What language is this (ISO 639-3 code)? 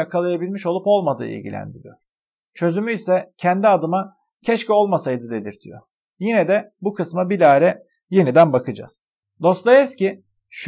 tur